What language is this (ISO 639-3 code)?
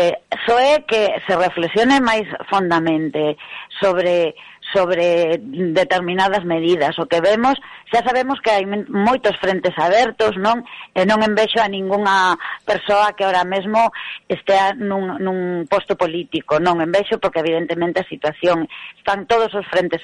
glg